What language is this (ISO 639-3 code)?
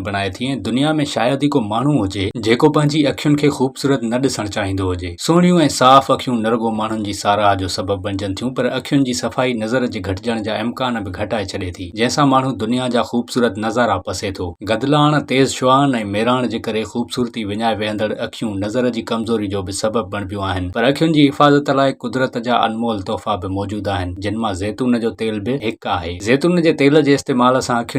snd